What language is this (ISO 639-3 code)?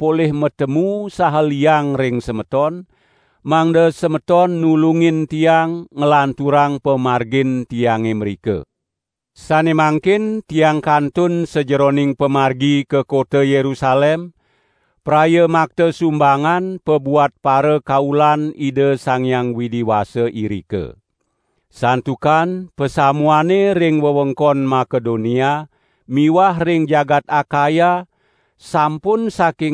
ban